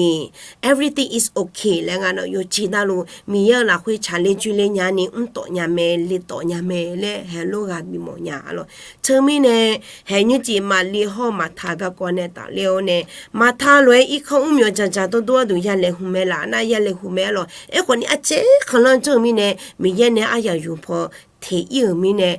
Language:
Akha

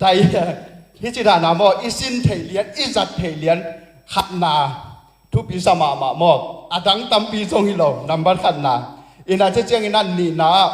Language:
Tedim Chin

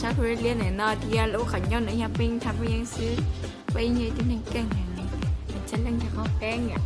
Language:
Hmong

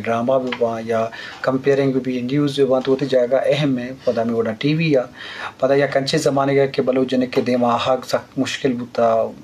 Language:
Eastern Balochi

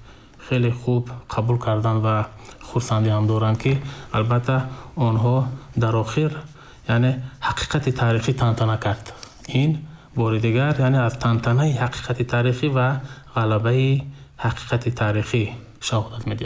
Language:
Tajik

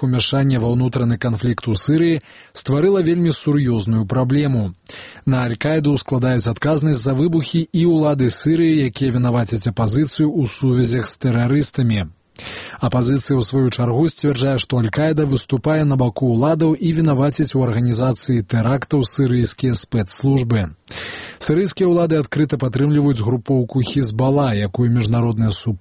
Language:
Belarusian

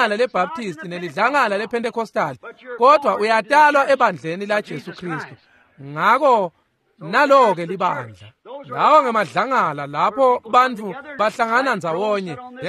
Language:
Swati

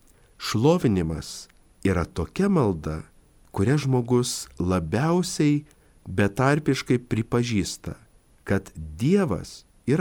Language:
Lithuanian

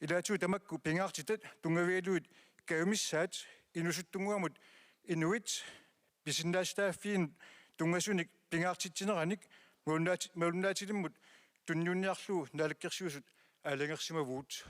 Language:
Kalaallisut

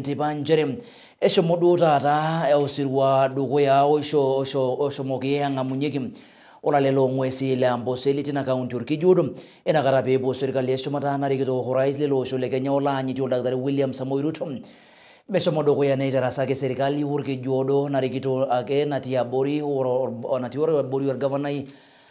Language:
Masai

